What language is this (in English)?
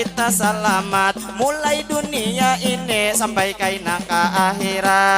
Banjar